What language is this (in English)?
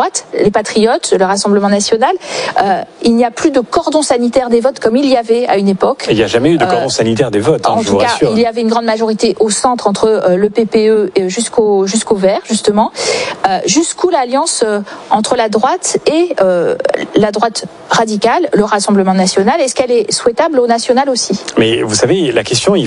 French